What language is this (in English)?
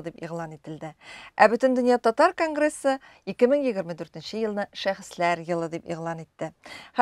Tatar